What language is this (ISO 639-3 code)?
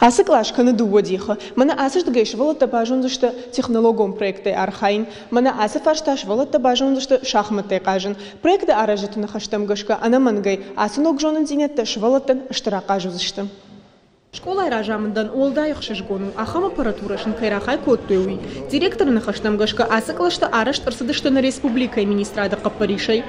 oss